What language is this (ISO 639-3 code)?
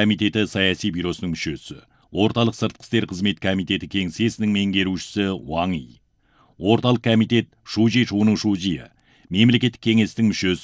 kaz